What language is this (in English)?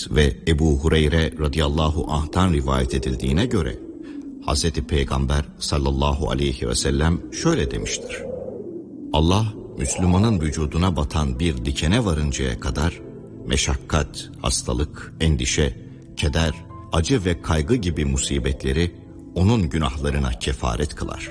Turkish